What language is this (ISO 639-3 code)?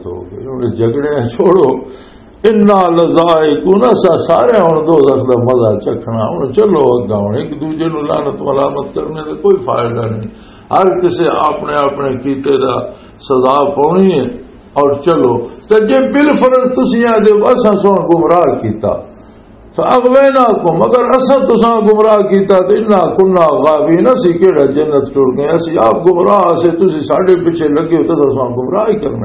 lah